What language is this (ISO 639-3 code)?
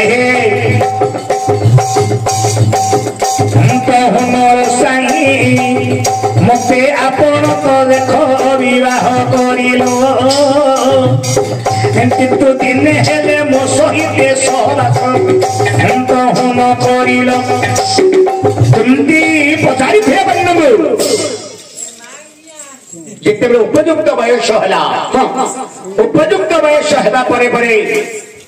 ori